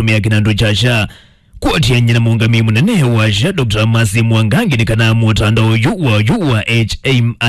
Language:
Kamba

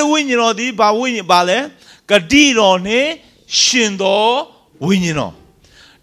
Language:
Burmese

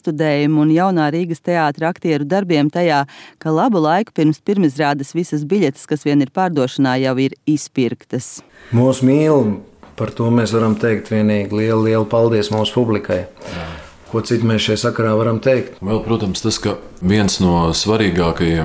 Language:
Latvian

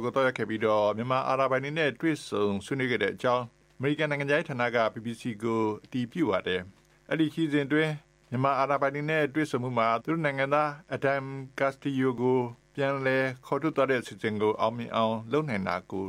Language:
Burmese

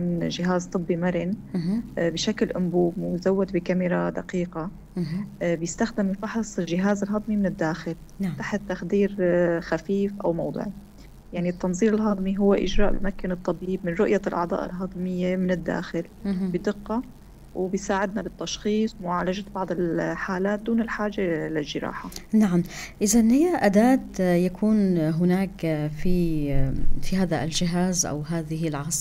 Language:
North Levantine Arabic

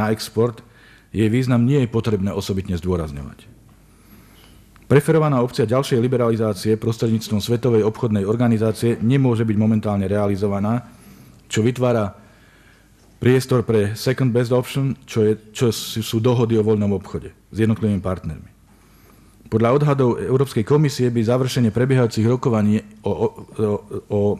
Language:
Slovak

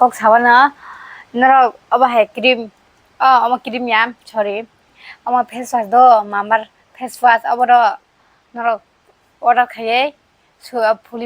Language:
Kok Borok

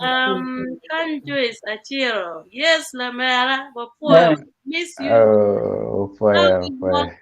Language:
Acoli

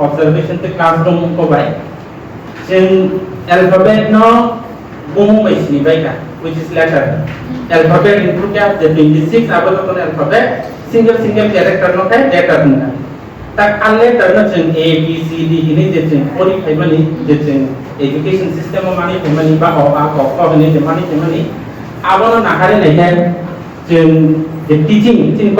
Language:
Kok Borok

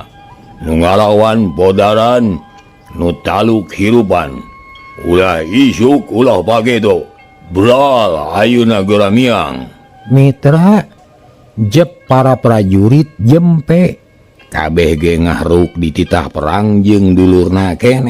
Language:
Sundanese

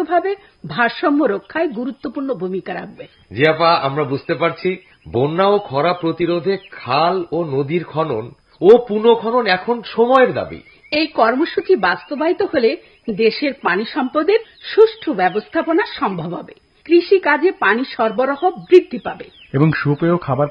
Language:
Bangla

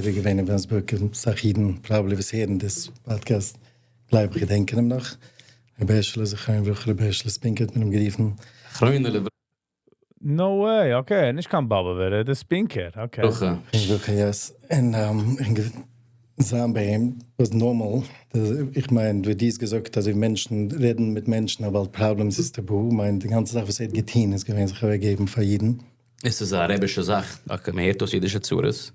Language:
Yiddish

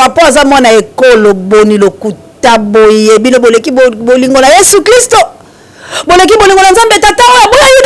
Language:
Lingala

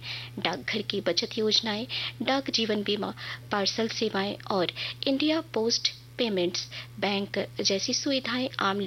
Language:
Hindi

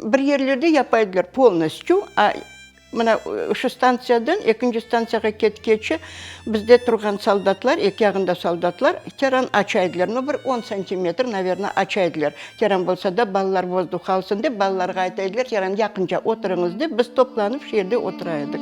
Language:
Crimean Tatar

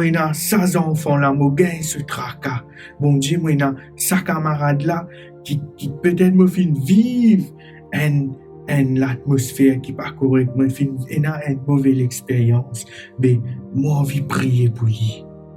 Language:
Morisyen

